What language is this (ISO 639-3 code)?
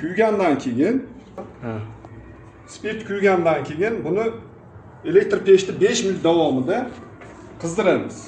uzb